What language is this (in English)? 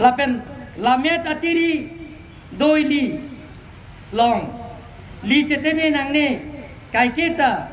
Karbi